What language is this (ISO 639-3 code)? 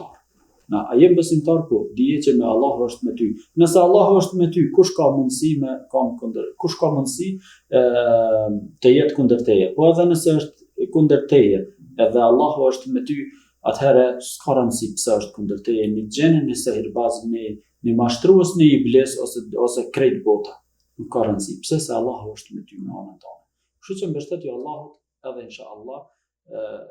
sqi